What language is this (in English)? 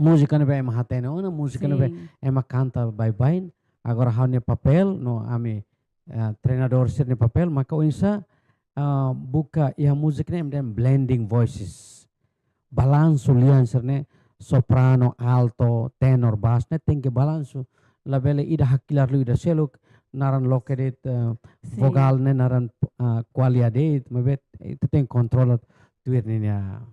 Tetum